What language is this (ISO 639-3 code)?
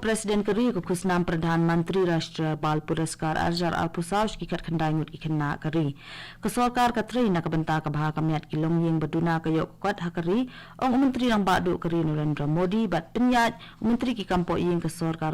kha